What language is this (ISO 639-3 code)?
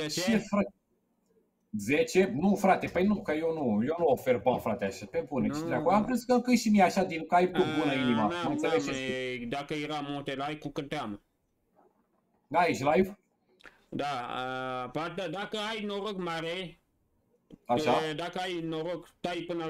ron